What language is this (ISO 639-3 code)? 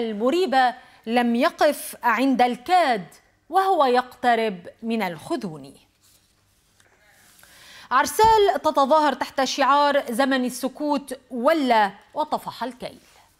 ara